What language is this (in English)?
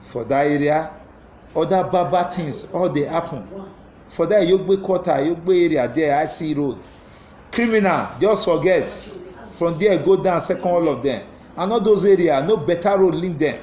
Nigerian Pidgin